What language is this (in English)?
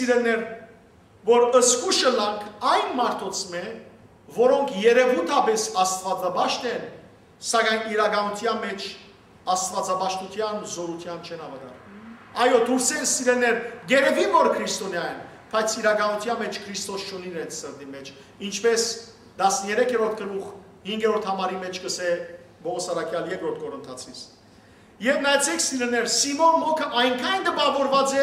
Western Armenian